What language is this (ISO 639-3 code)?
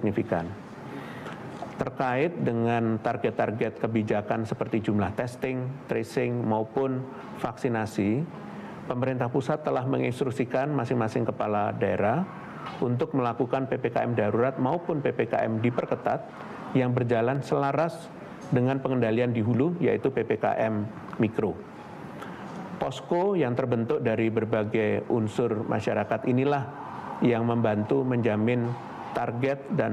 ind